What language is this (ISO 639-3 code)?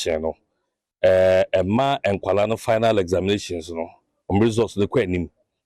aka